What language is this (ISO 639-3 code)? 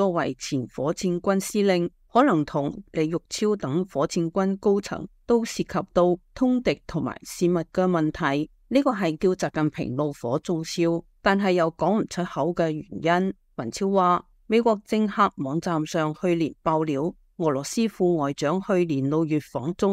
yue